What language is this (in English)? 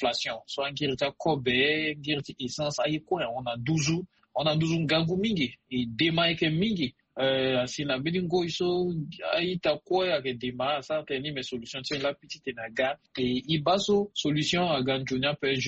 Sango